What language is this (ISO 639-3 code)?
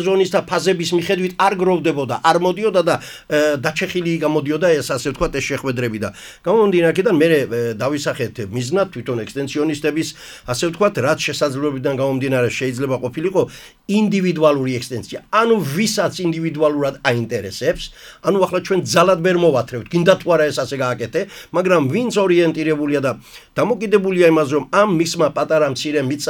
kat